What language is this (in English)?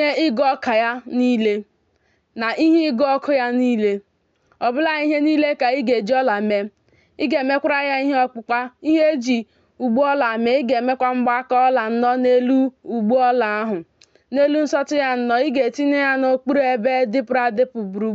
Igbo